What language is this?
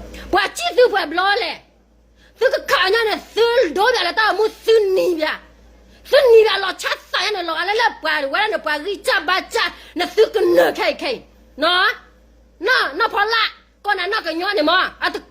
S'gaw Karen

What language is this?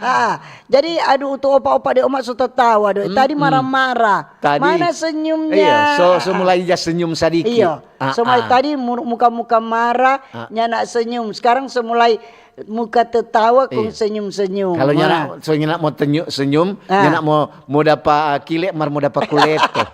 Manado Malay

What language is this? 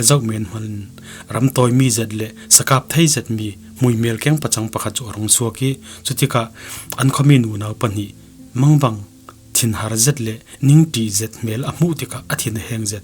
Falam Chin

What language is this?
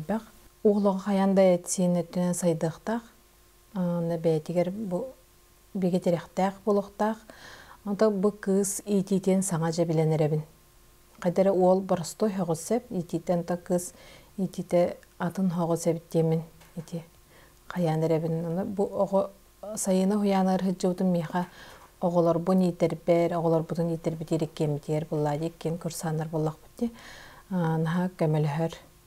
Yakut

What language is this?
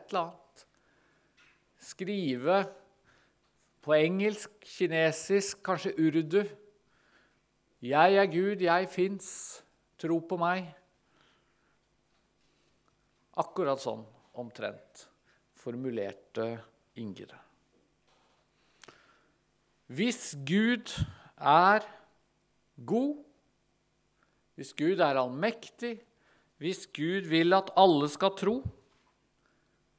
Norwegian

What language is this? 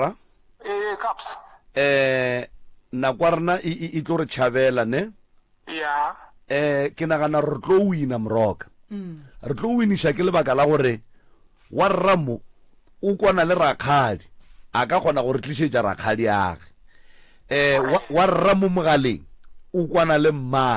Northern Sotho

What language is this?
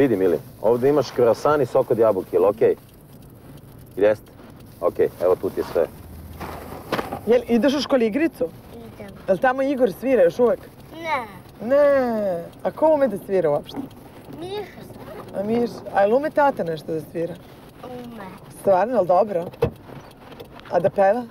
Serbian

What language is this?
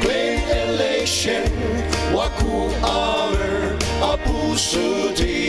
Ao Naga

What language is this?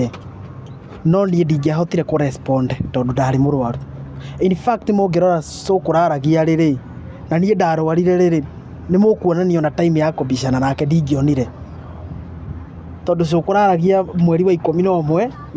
Kikuyu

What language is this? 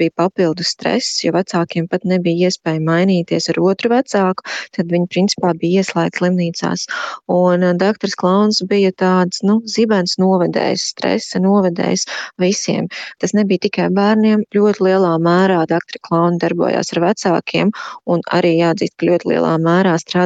Latvian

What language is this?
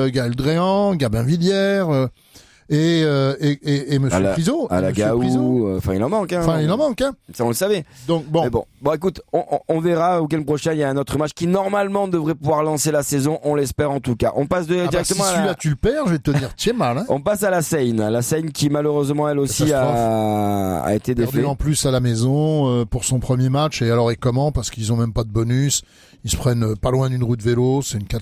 French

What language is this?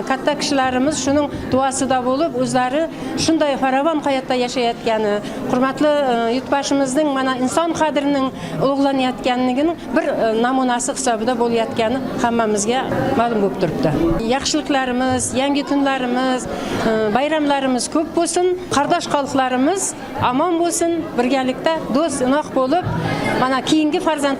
Uzbek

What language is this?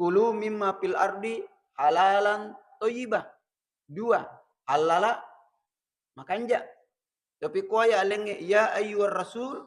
Buginese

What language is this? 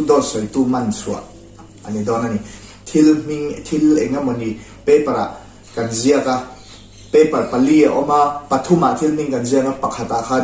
Mizo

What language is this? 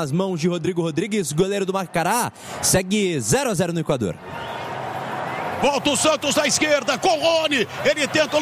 Portuguese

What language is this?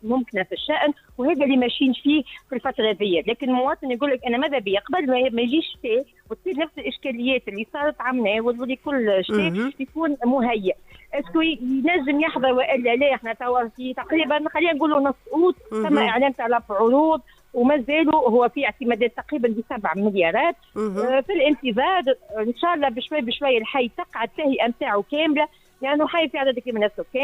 Tunisian Arabic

